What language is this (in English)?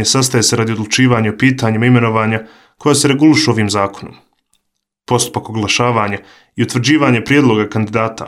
Bosnian